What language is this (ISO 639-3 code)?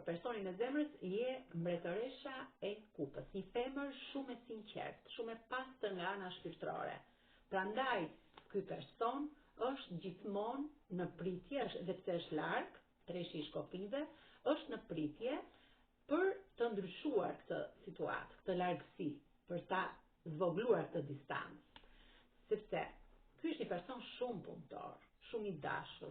sqi